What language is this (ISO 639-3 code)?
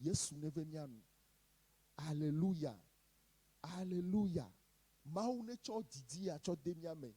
ewe